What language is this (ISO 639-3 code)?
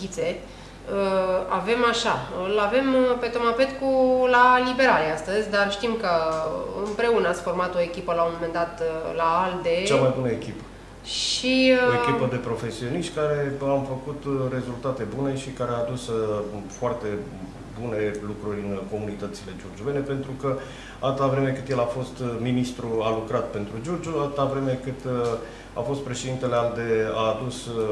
ron